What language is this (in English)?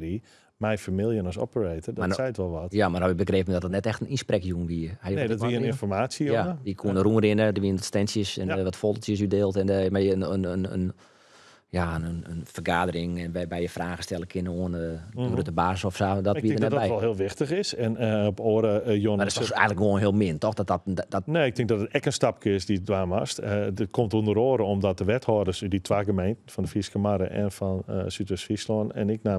Western Frisian